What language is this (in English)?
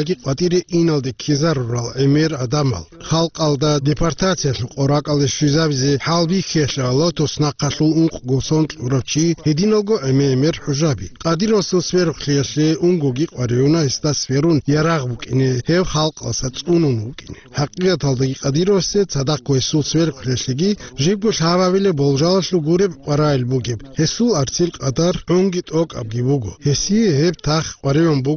Avaric